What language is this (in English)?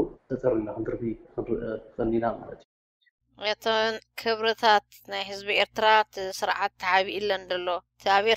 Tigrinya